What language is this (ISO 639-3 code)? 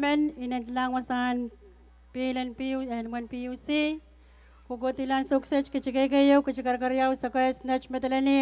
pon